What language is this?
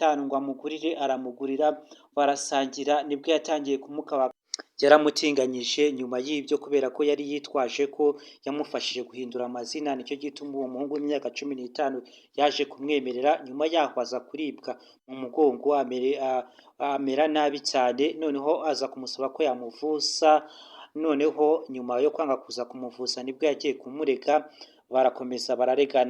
Kinyarwanda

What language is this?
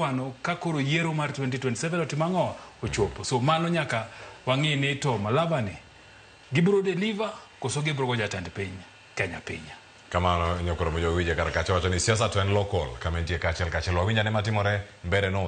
Luo (Kenya and Tanzania)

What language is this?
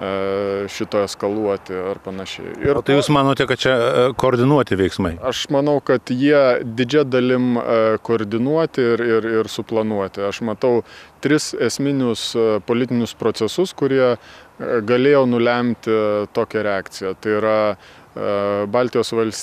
Lithuanian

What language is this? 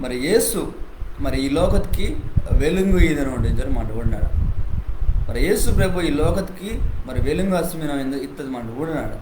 Koya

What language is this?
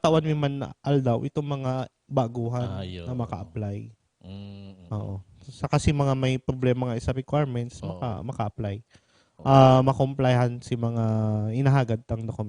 Bikol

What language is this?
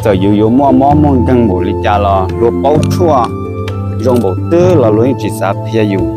Hmong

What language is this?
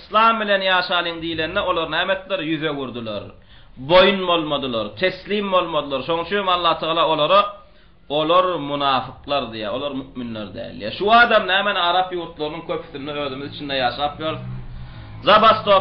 Turkmen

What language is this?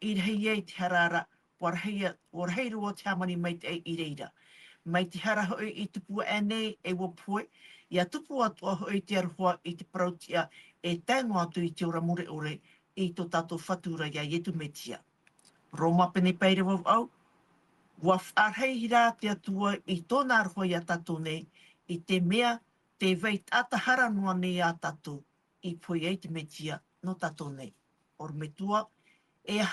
Tahitian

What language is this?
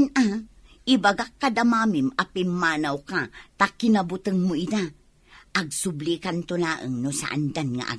Iloko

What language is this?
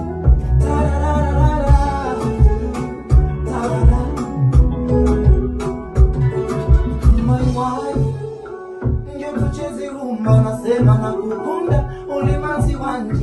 Swahili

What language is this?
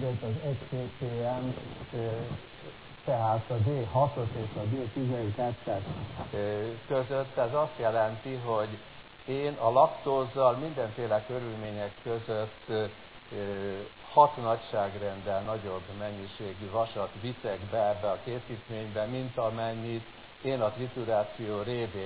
Hungarian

